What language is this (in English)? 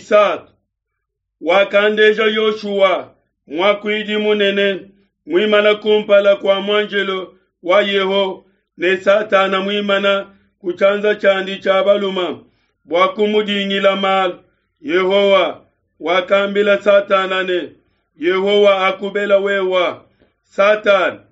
Luba-Lulua